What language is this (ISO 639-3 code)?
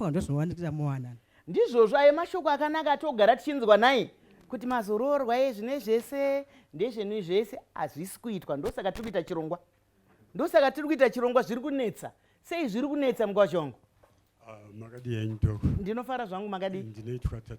sna